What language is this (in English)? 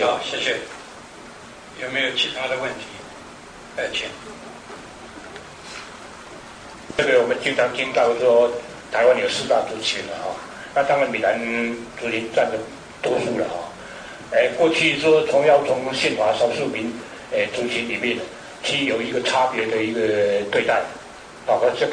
Chinese